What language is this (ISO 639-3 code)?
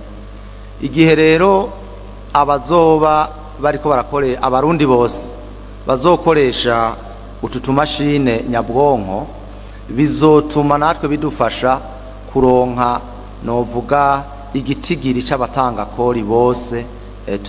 run